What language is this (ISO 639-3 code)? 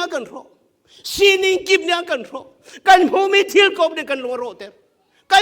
cnh